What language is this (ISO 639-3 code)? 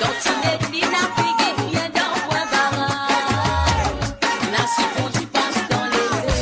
mfe